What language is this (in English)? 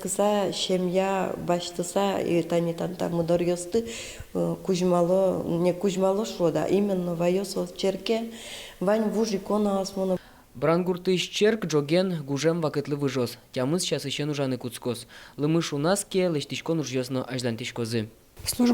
Udmurt